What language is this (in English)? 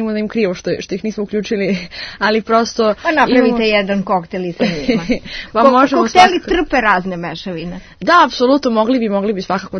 Serbian